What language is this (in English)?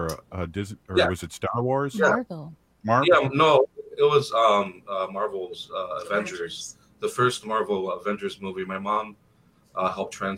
English